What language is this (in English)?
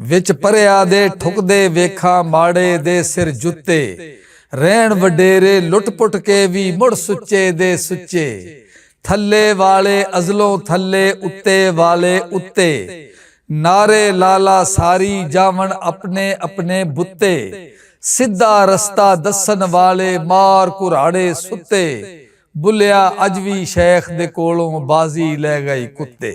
Western Panjabi